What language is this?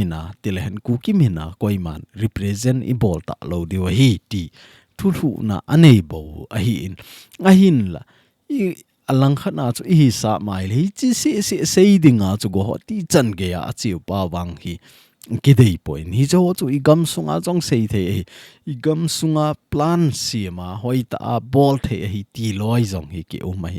Thado Chin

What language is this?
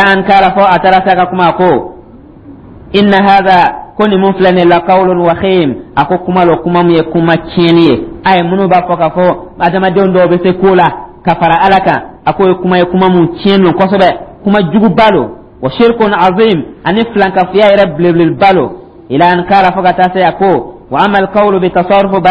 Dyula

